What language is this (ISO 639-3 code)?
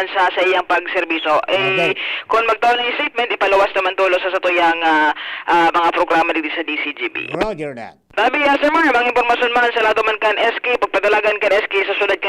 bik